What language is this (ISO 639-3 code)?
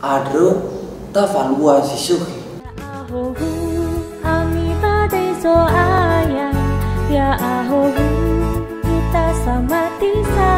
nia